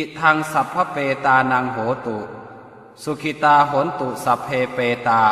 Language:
Pali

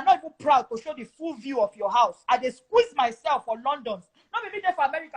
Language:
Nigerian Pidgin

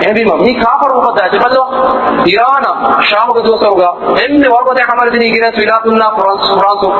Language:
Divehi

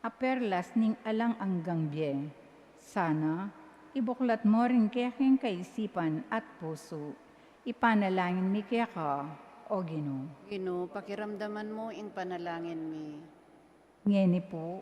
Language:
Pampanga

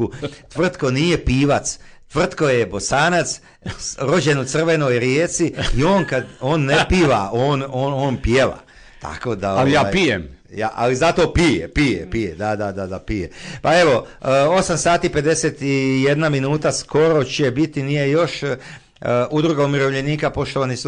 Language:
Croatian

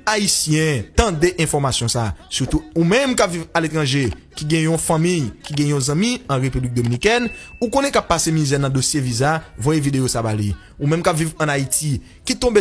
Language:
Haitian Creole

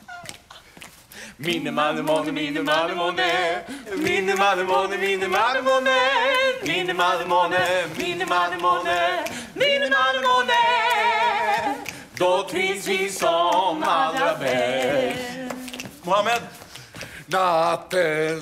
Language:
Swedish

